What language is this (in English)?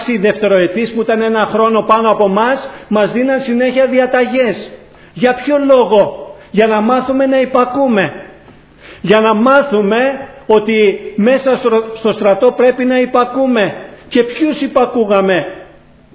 Greek